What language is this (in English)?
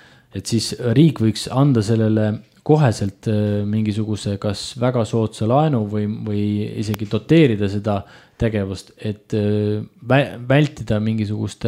Estonian